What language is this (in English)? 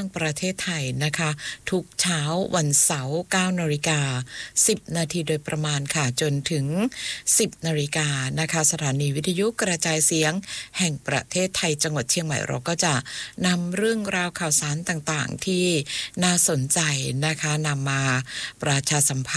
Thai